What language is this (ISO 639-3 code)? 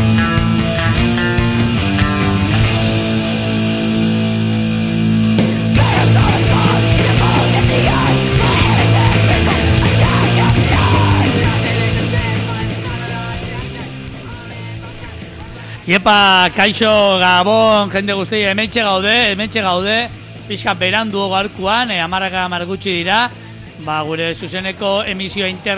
eus